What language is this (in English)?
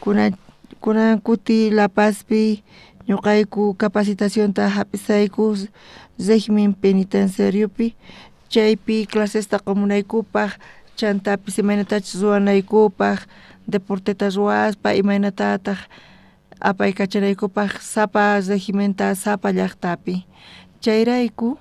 South Bolivian Quechua